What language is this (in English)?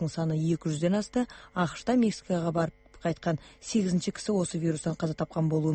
Kazakh